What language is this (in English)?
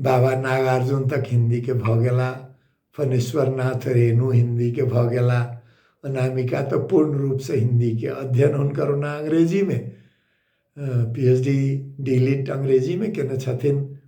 Maithili